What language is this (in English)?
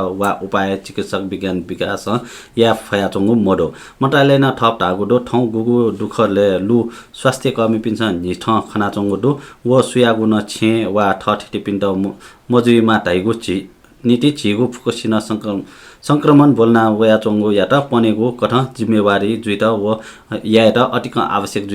Newari